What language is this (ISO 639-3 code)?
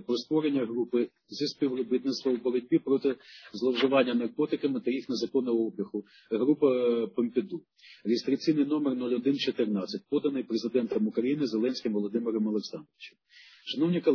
ukr